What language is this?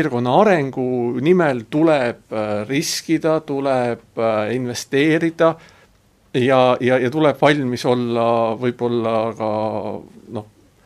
Estonian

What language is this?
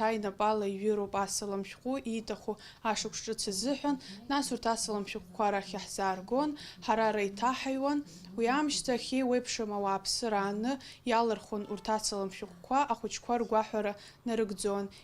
Abkhazian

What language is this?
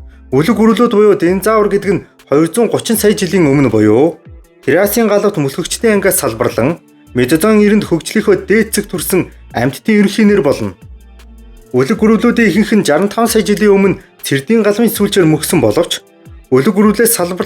Mongolian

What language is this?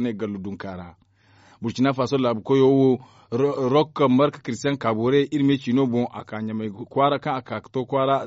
Zarma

